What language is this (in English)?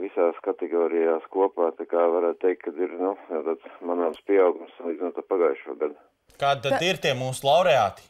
Latvian